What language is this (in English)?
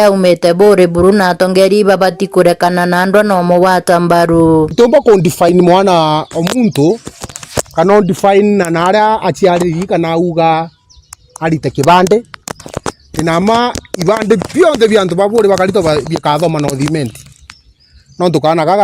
Meru